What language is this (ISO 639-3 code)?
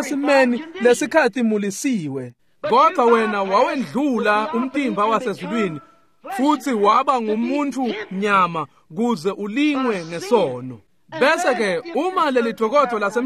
ssw